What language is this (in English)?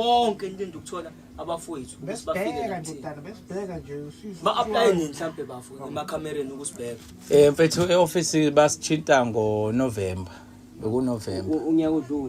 Zulu